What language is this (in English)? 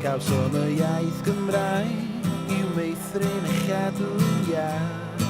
Welsh